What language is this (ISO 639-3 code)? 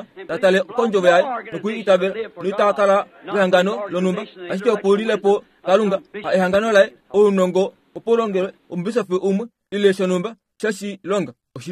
kua